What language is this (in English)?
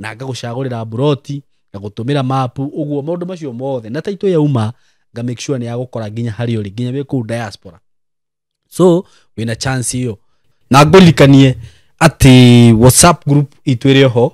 Kikuyu